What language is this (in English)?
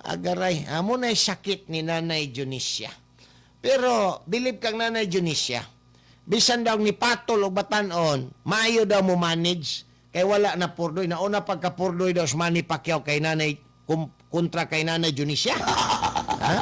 Cebuano